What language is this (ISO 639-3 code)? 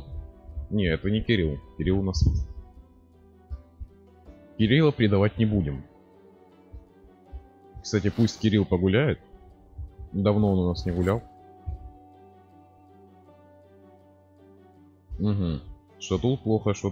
rus